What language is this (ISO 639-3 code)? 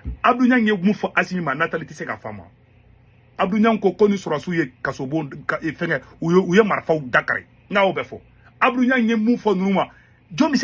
bam